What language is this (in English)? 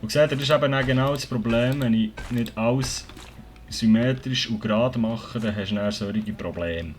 Swiss German